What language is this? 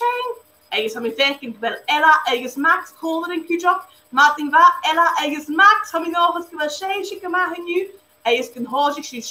Scottish Gaelic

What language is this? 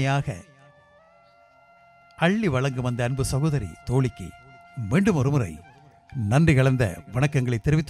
Tamil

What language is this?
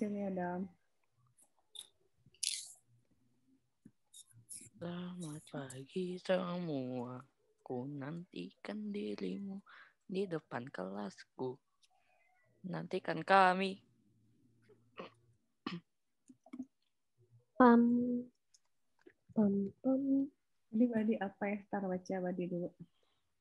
Indonesian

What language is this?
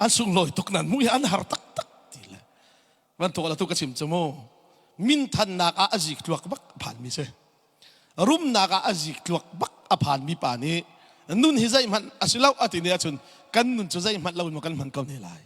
Hakha Chin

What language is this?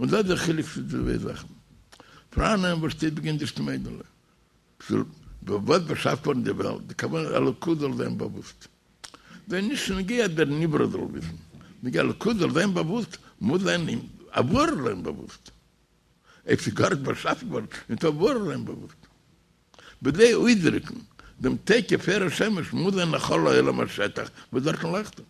Yiddish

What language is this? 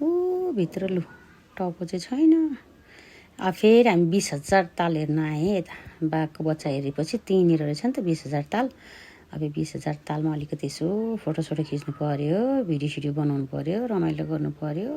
Nepali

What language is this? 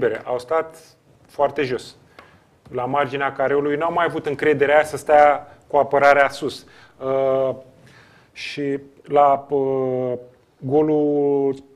Romanian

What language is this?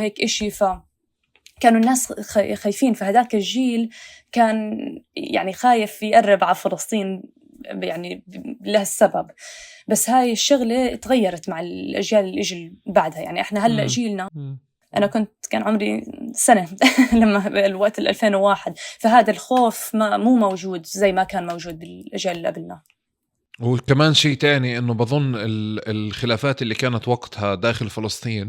North Levantine Arabic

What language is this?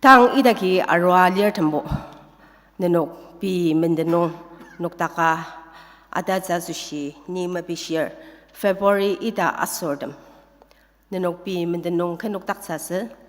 Ao Naga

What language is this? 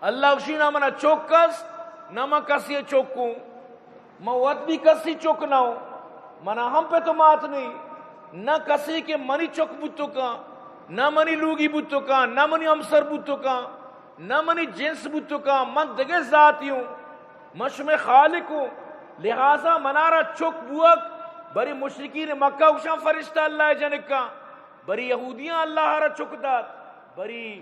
Eastern Balochi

